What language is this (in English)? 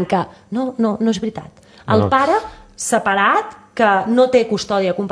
Catalan